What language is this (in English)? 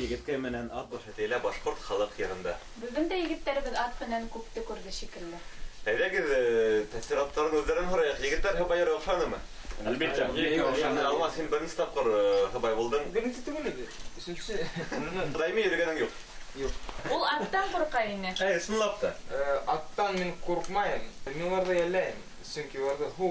Bashkir